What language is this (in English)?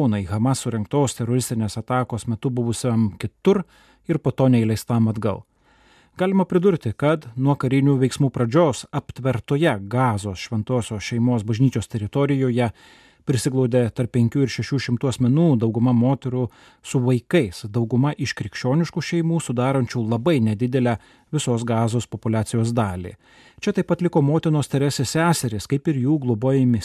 Lithuanian